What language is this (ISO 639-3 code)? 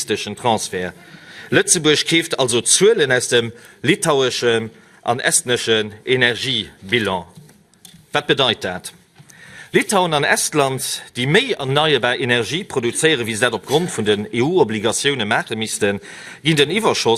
ltz